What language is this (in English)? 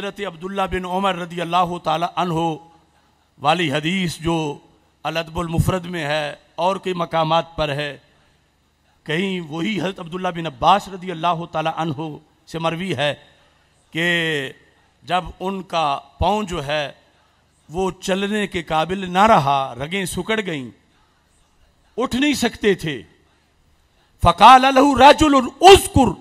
Urdu